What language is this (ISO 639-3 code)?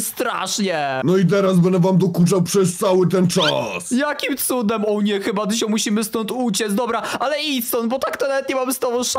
pol